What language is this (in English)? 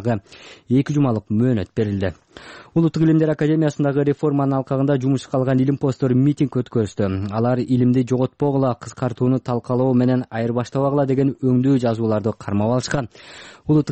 Kyrgyz